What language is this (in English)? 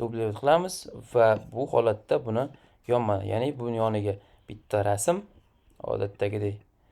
Uzbek